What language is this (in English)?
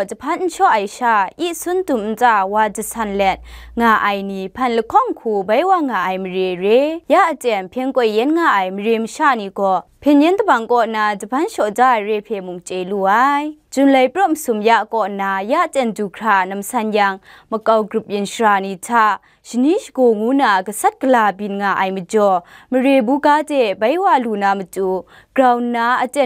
Kachin